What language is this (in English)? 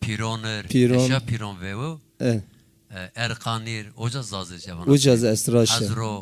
Zaza